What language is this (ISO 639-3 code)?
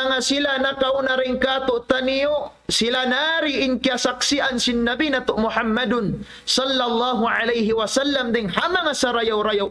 tsg